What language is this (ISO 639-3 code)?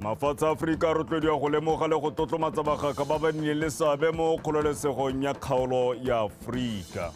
tsn